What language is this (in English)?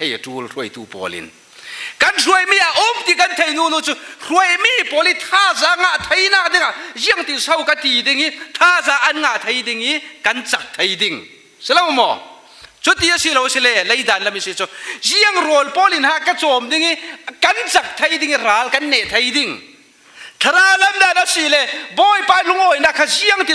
Falam Chin